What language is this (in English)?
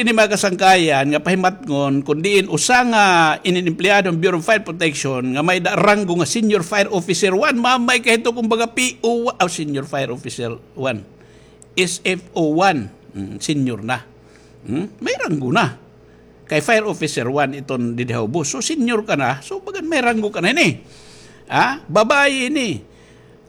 Waray